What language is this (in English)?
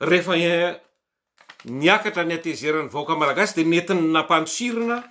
Malagasy